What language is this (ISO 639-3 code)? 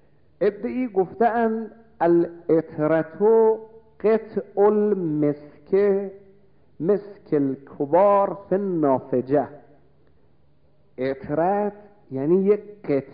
fas